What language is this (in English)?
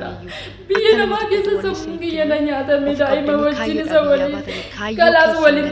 Oromo